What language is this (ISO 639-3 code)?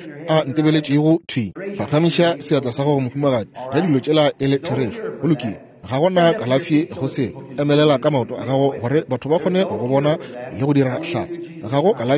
nso